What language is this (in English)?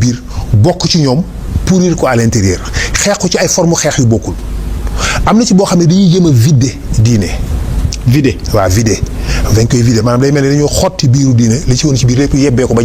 Wolof